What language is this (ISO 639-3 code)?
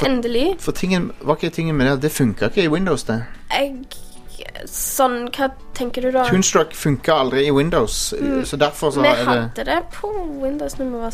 nor